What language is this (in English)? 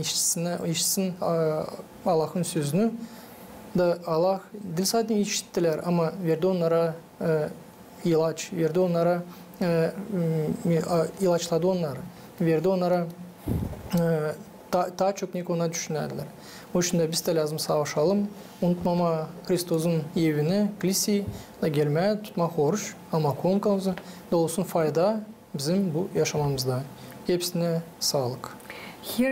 Gagauz